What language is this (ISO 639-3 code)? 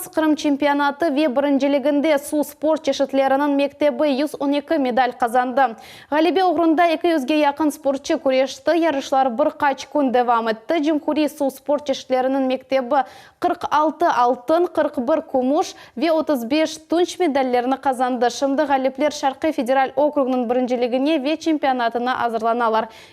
crh